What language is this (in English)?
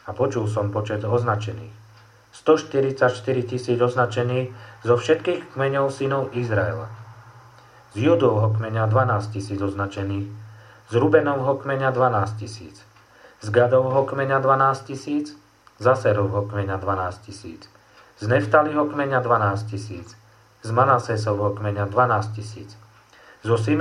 Slovak